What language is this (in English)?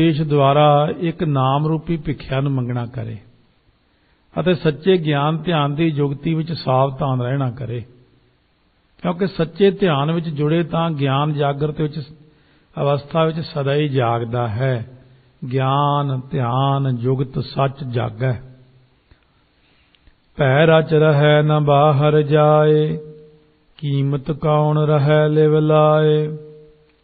Punjabi